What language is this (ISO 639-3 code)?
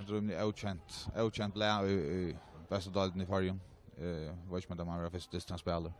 fao